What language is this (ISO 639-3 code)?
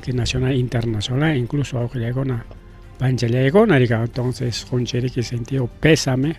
quy